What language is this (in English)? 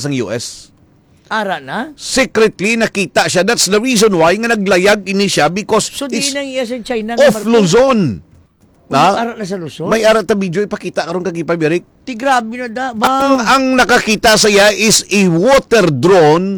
Hiligaynon